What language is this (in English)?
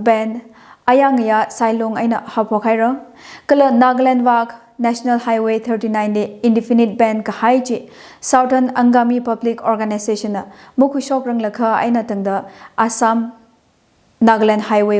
Tangkhul Naga (India)